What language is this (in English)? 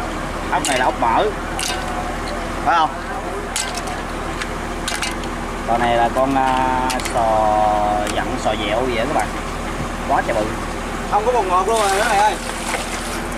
Vietnamese